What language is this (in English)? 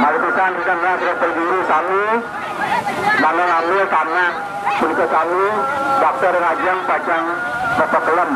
Balinese